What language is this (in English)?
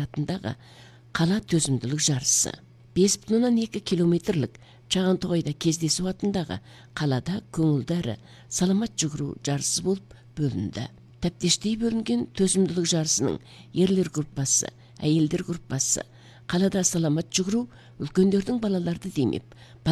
Kazakh